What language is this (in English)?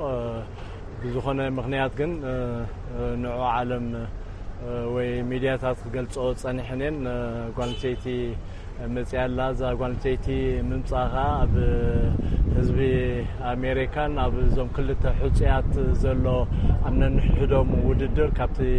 Tigrinya